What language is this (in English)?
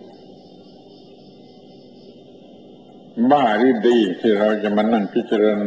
Thai